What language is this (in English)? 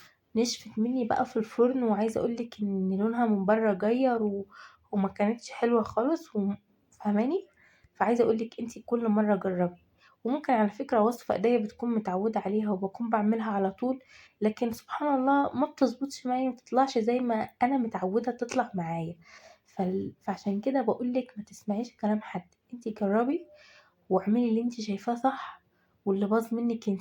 Egyptian Arabic